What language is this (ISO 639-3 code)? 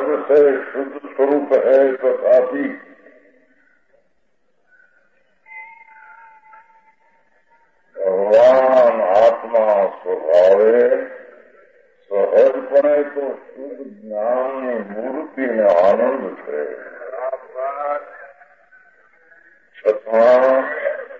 guj